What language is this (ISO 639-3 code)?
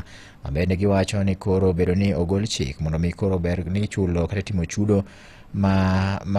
luo